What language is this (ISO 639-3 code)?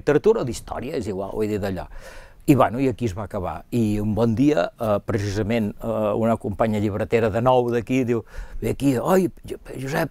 cat